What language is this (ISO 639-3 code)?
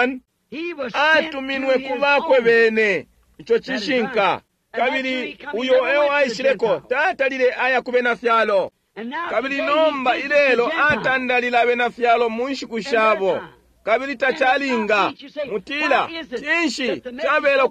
bem